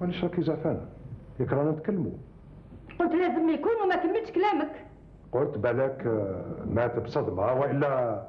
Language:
Algerian Arabic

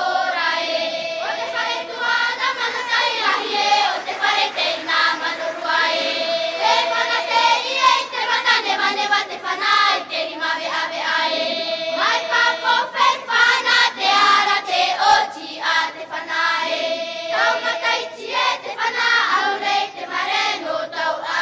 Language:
Tahitian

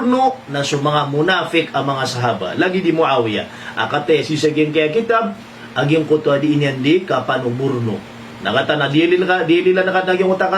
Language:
Maranao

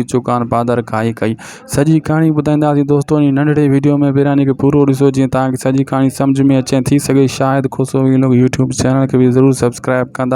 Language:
Sindhi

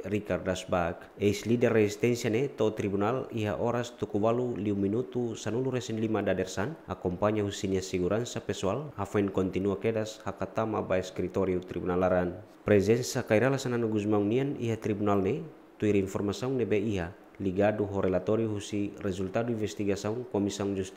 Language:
Tetum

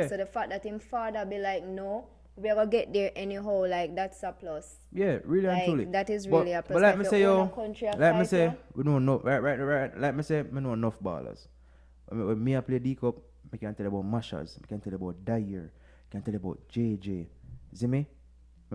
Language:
Jamaican Creole English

